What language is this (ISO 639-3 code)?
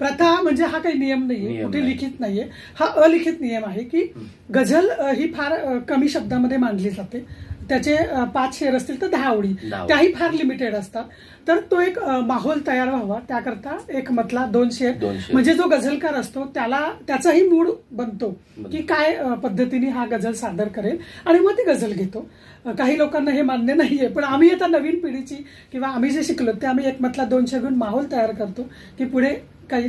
mar